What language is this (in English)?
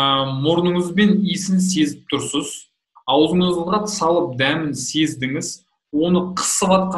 Kazakh